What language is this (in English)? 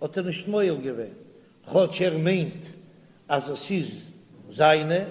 Yiddish